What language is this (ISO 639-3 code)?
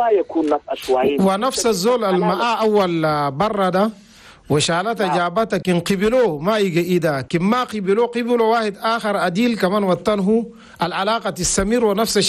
shu